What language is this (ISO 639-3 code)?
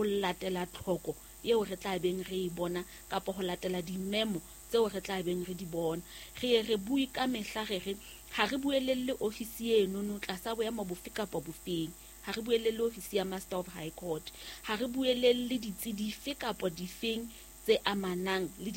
sot